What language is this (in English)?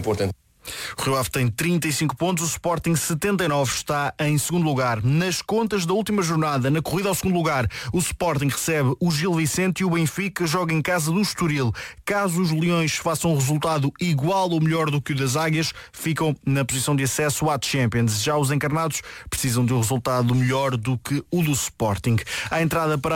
Portuguese